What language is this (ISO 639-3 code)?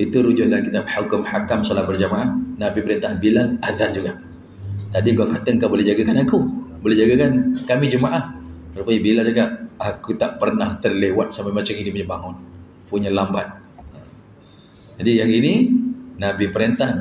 msa